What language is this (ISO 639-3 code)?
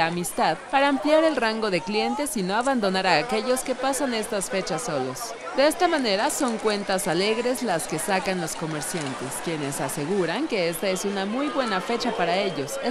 spa